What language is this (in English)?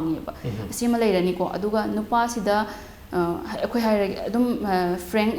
Manipuri